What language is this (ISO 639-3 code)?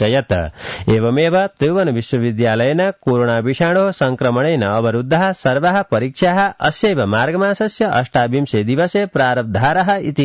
san